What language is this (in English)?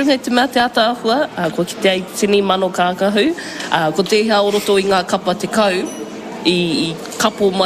Māori